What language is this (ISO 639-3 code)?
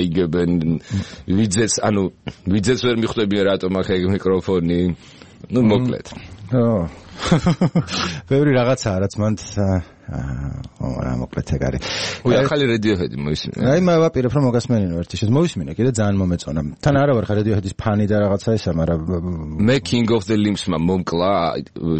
kat